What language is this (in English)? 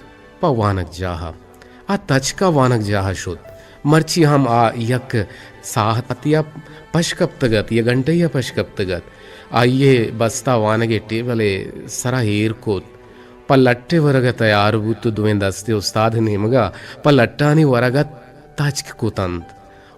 Eastern Balochi